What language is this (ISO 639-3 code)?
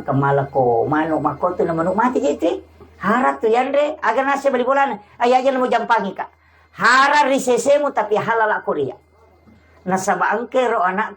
bug